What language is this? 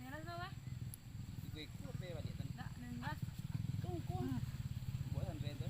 Minangkabau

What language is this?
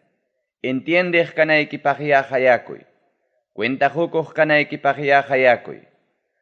Ayacucho Quechua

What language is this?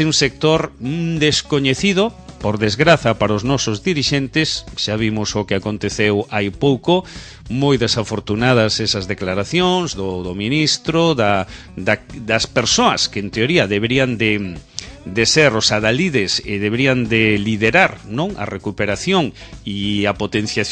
Galician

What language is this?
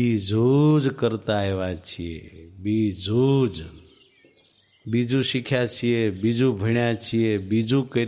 Gujarati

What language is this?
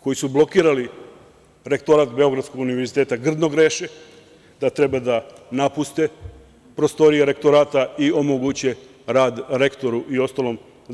Serbian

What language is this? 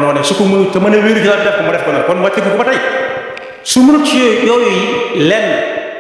Wolof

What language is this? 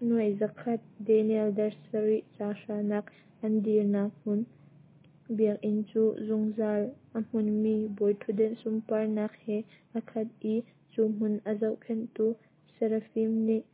Hakha Chin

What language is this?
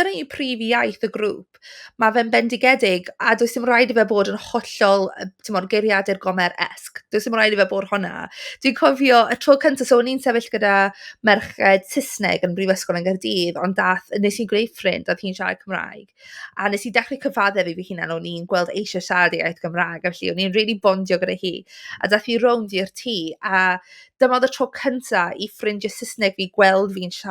Welsh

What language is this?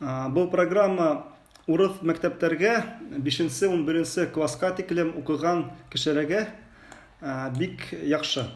Bashkir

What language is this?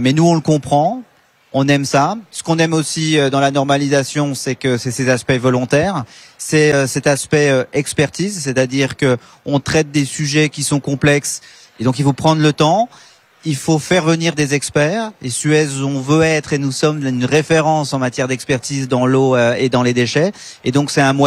French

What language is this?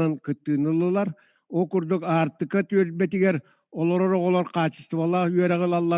Yakut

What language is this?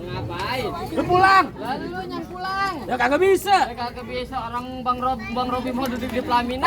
Betawi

